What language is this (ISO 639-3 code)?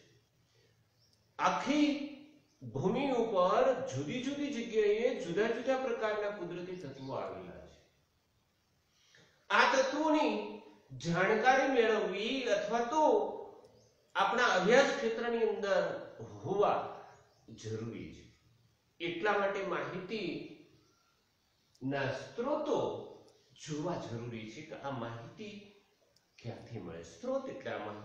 guj